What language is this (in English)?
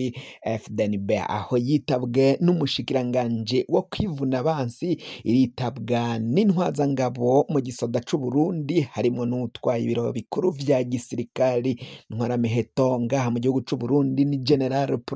Rundi